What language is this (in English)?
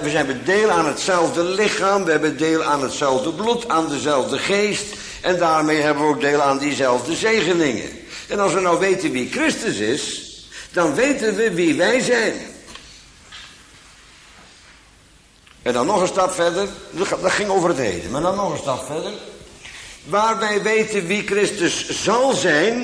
Dutch